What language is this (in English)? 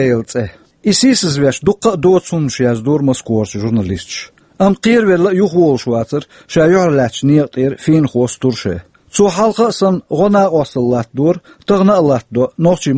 Chechen